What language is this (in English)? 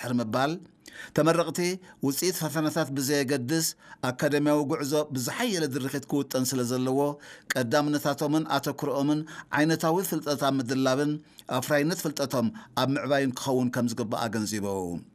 Tigrinya